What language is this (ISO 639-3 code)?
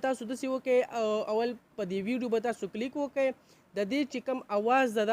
pus